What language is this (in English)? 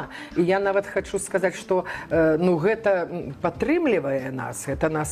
Belarusian